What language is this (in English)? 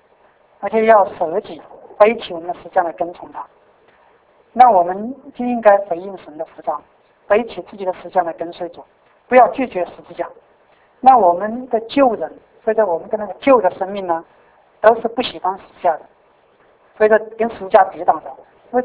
Chinese